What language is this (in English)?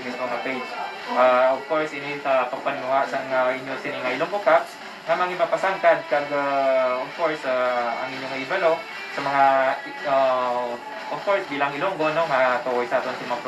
Hiligaynon